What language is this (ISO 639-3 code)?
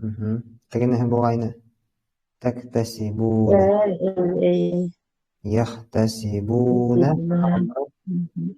bak